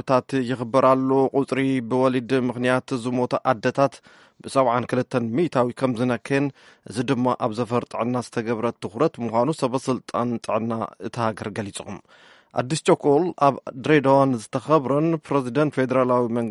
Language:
Tigrinya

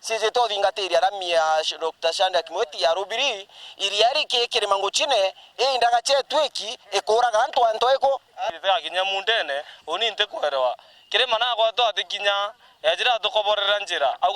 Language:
Meru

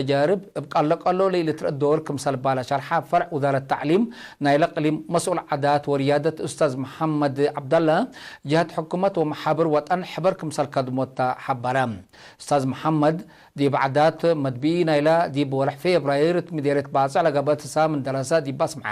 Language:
Tigre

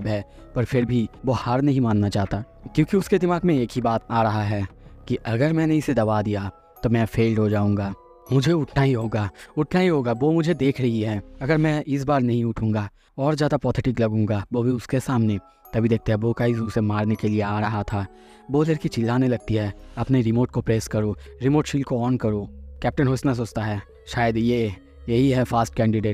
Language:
Hindi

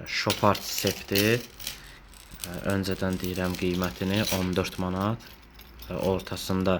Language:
Azerbaijani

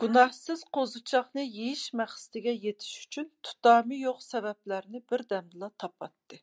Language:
Uyghur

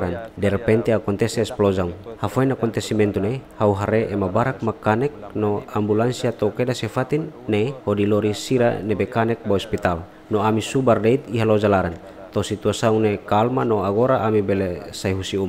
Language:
Tetum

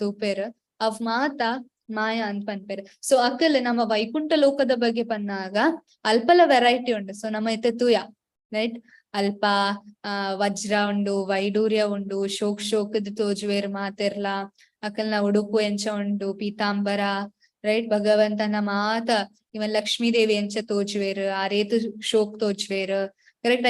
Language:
Tulu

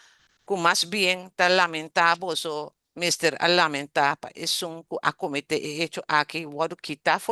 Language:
Papiamento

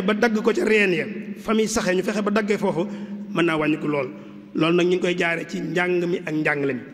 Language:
Wolof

